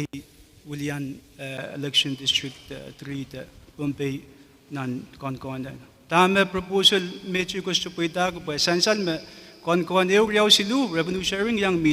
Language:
Pohnpeian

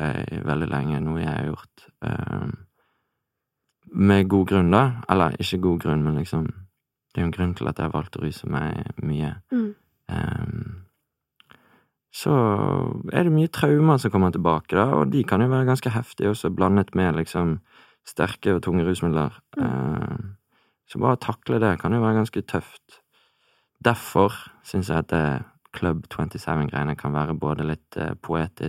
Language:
Norwegian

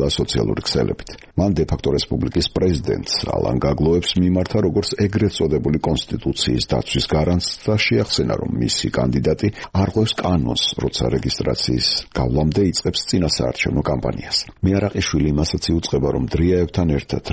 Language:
Georgian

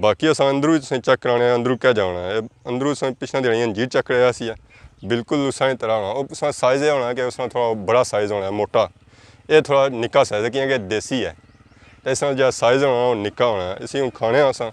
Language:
Pahari-Potwari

